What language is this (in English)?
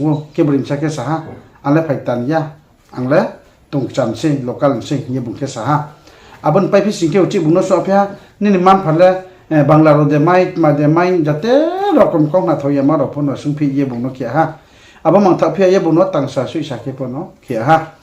Riang (India)